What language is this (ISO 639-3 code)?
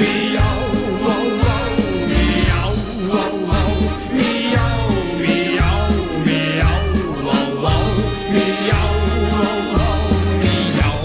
lim